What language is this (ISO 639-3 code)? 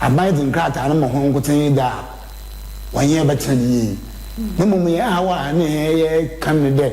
aka